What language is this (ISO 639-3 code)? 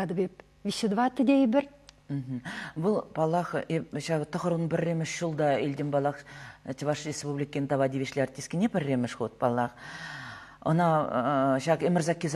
chv